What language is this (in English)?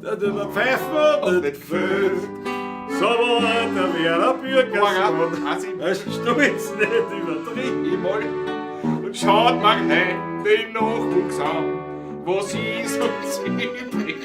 Bavarian